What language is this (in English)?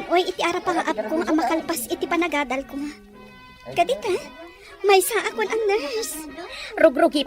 Iloko